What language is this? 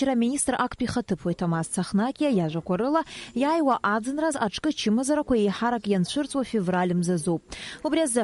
Abkhazian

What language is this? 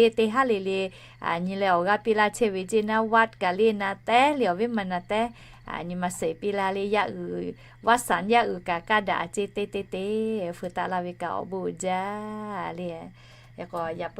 Lahu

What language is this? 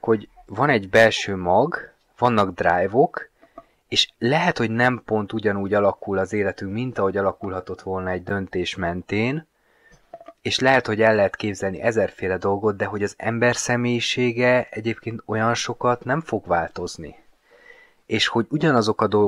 Hungarian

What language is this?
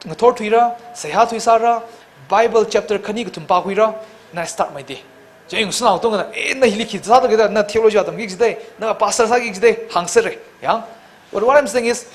Tangkhul Naga (India)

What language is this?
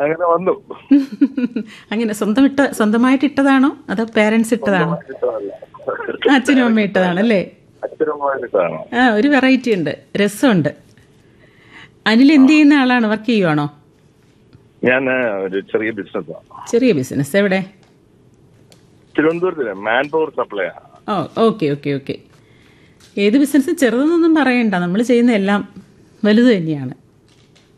Malayalam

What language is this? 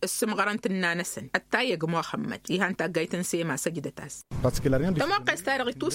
Tamasheq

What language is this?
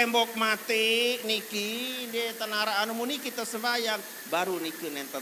Sasak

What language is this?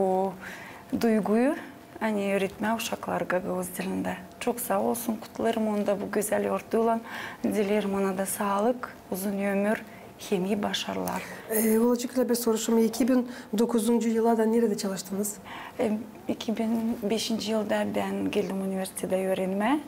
Gagauz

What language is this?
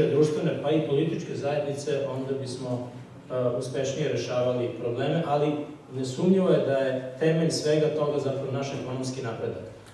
Serbian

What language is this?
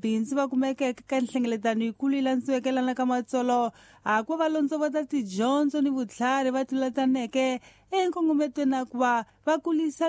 Tsonga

